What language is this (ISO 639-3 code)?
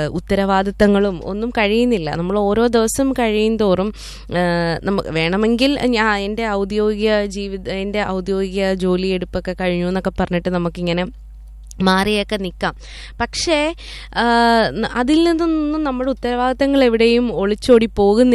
mal